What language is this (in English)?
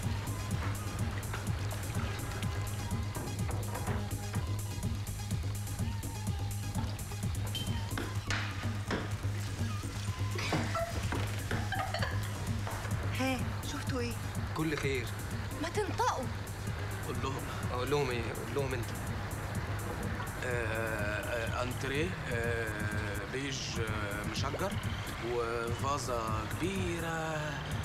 Egyptian Arabic